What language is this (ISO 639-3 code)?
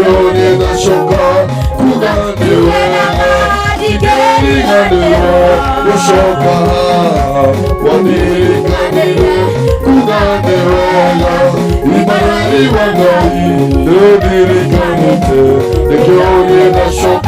kik